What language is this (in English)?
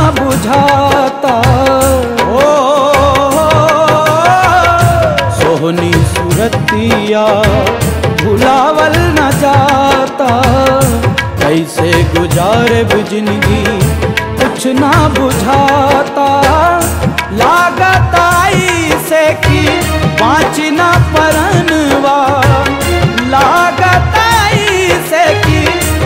Bhojpuri